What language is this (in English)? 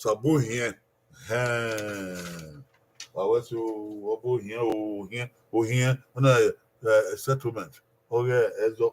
Bini